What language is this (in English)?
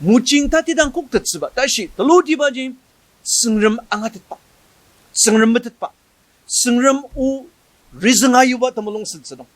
Ao Naga